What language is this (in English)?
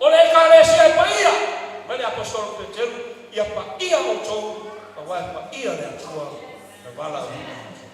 Samoan